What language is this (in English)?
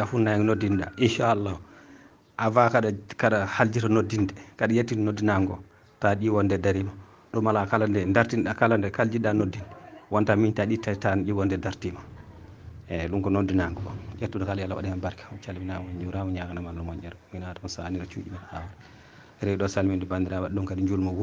Fula